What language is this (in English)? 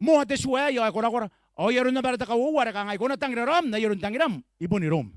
Gilbertese